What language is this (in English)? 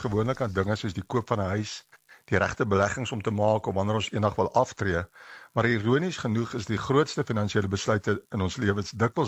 Afrikaans